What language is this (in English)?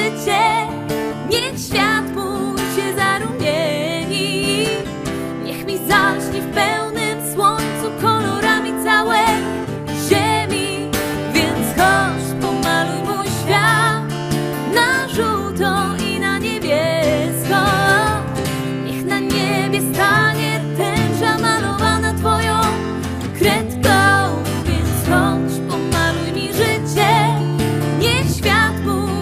Polish